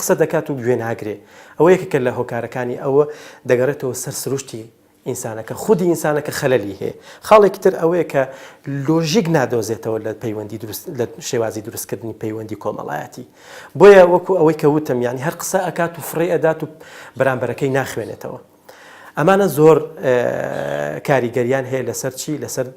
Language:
Central Kurdish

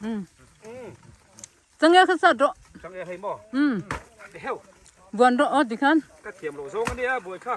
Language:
Mizo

